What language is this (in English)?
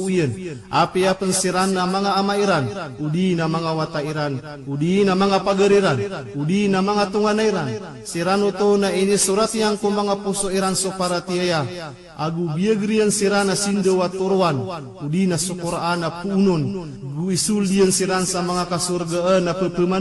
Maranao